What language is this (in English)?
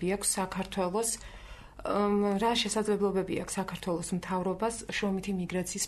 Georgian